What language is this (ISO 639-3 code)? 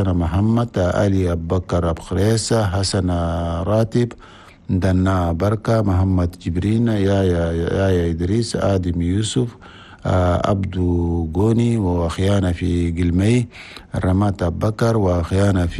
shu